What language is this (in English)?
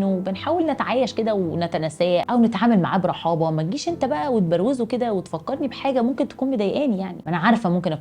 Egyptian Arabic